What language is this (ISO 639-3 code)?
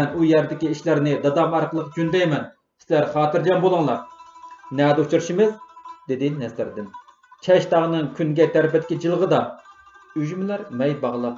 uig